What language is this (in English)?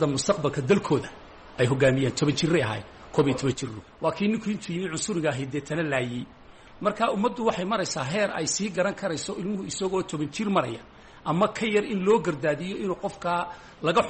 Somali